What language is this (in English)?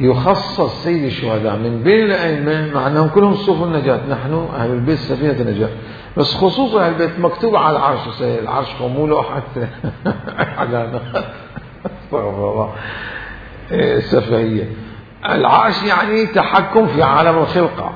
Mesopotamian Arabic